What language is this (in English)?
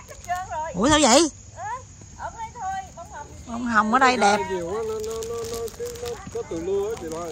Vietnamese